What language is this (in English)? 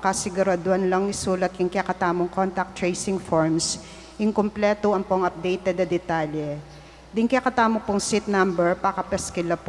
Pampanga